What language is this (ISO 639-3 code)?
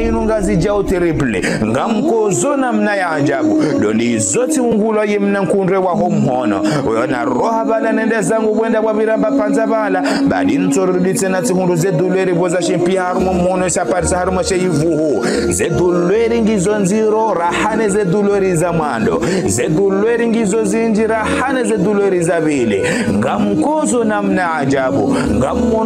zdj